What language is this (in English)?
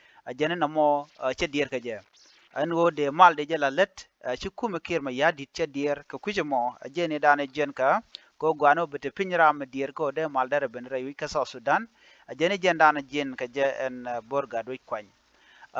Nuer